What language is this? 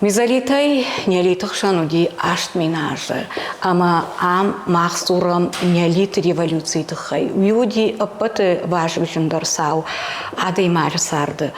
Ossetic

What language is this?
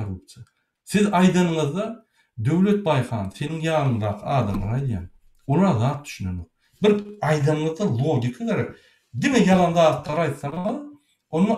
Turkmen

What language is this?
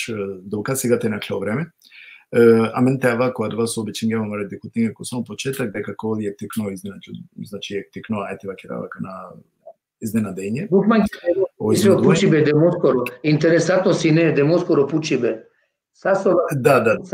Balkan Romani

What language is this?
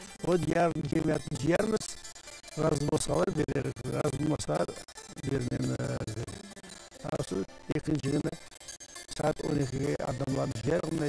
Crimean Tatar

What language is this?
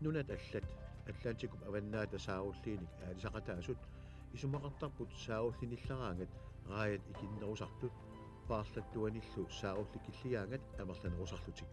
Kalaallisut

